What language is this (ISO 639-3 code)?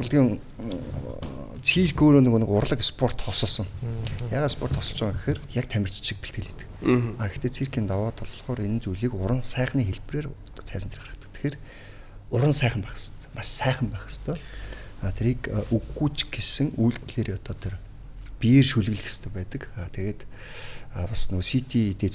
mon